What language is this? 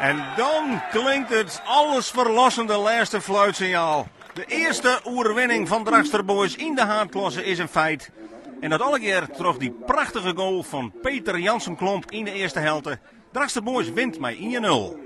Western Frisian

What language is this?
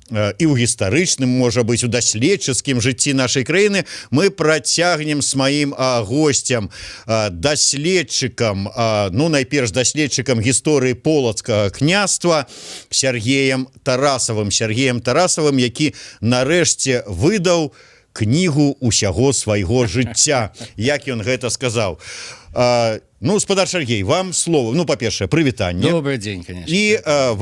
Belarusian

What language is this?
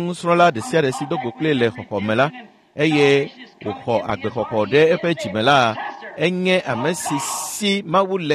Ewe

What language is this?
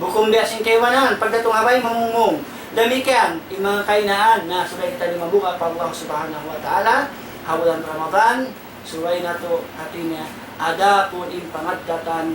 Tausug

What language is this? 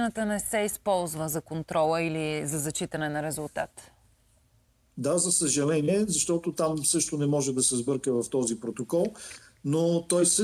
Bulgarian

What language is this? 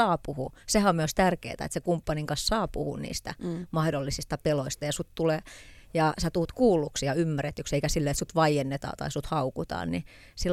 Finnish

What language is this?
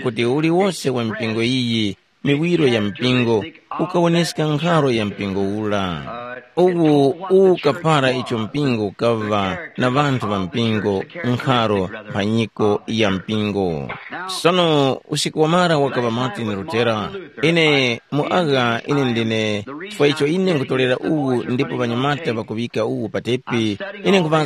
Tumbuka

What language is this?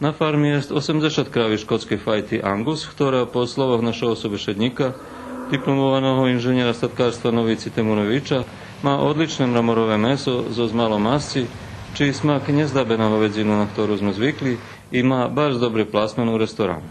Rusyn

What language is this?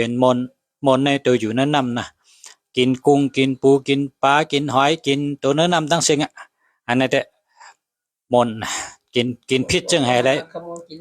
Shan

